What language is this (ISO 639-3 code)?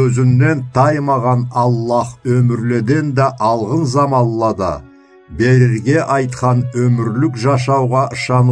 krc